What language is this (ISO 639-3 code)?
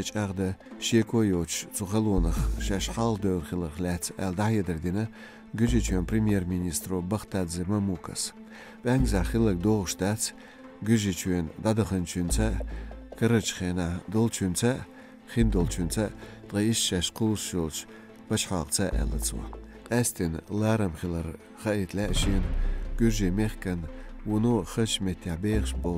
che